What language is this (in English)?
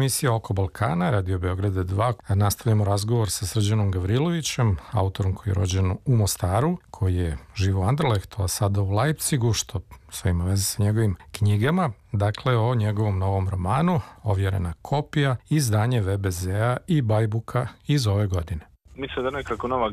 Serbian